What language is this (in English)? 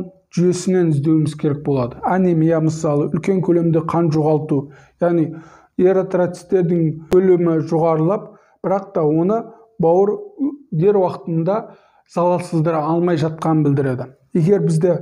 Kazakh